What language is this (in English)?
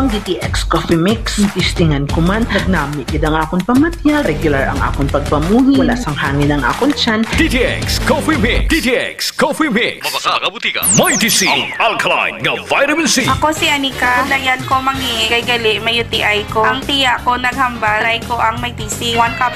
Hiligaynon